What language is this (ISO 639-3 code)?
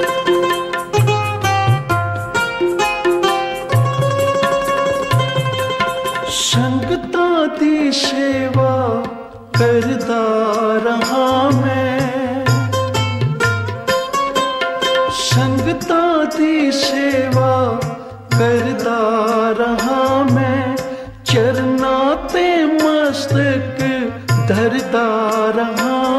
pan